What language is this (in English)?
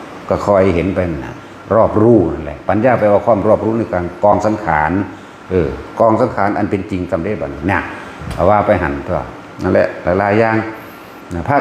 Northeastern Thai